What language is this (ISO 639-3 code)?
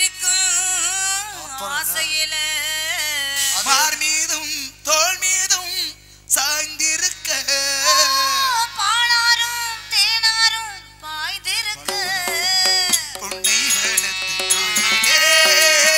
tam